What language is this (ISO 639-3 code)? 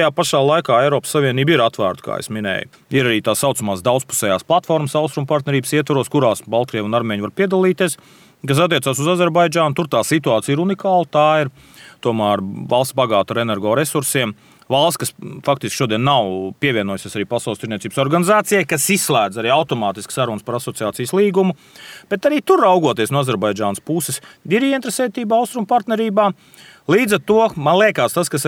lav